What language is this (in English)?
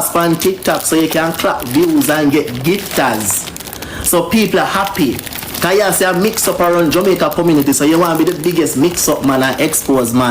Jamaican Creole English